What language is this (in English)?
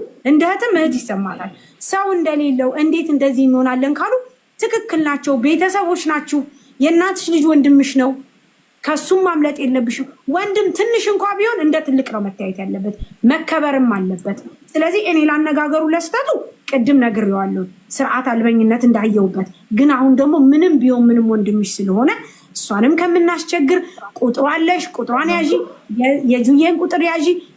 Amharic